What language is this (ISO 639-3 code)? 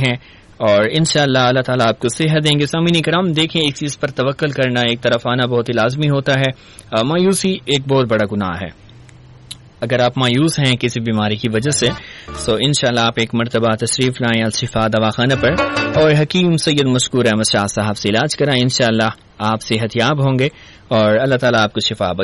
urd